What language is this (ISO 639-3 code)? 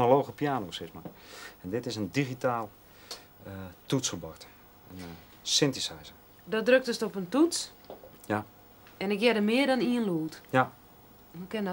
fry